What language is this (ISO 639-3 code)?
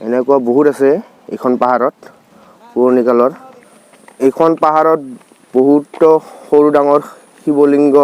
asm